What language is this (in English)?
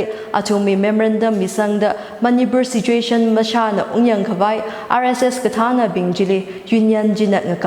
Tangkhul Naga (India)